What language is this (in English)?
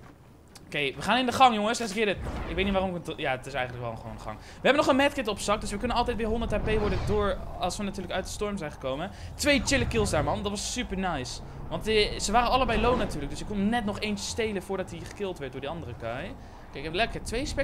Dutch